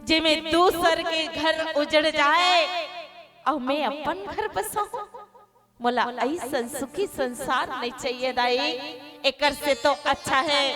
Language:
Chhattisgarhi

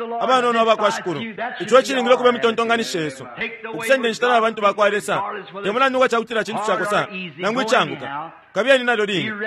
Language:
Bemba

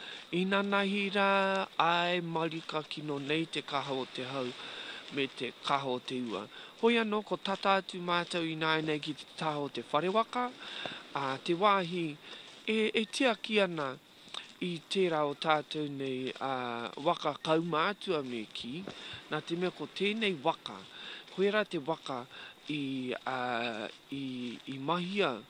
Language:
Māori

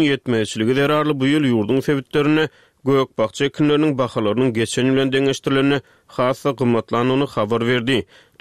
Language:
Turkmen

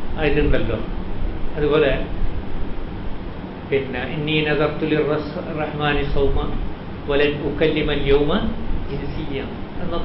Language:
Malayalam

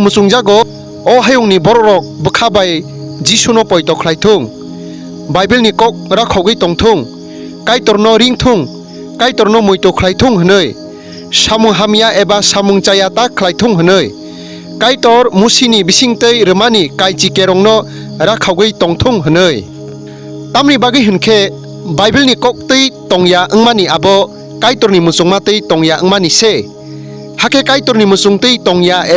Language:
Kok Borok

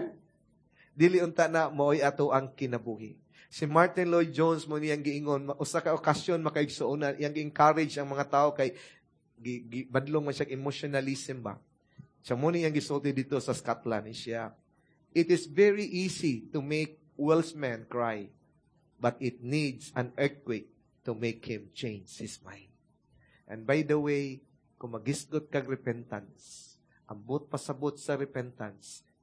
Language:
Cebuano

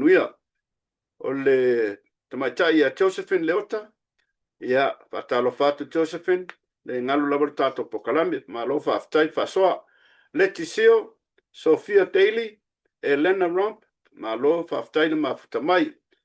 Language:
Samoan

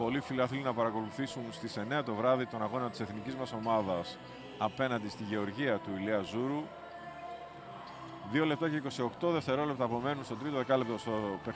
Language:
Greek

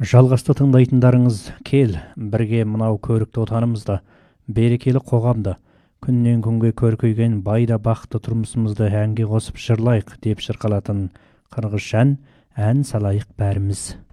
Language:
Kazakh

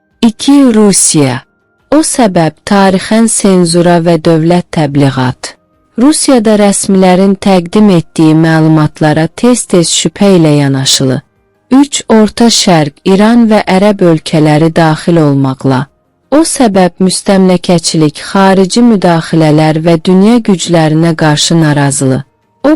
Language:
South Azerbaijani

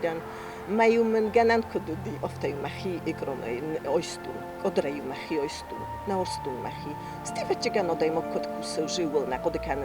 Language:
Ossetic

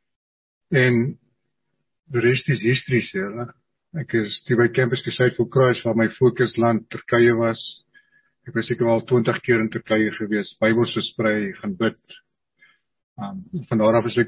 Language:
Afrikaans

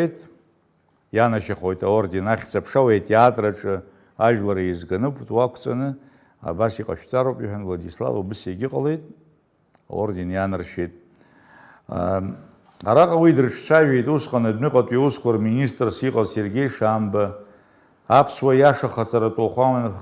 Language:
Abkhazian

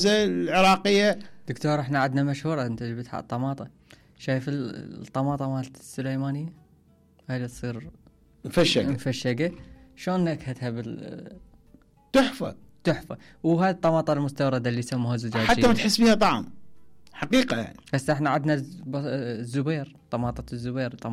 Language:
Mesopotamian Arabic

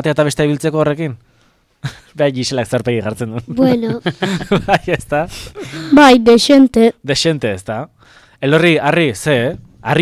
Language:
Basque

